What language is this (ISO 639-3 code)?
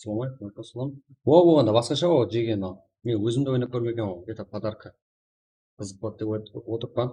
kaa